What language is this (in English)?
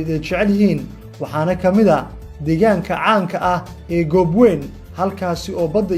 Somali